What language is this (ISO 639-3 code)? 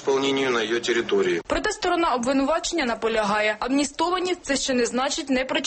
ukr